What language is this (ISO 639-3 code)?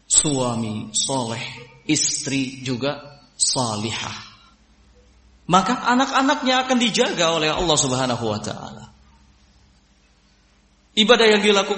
ind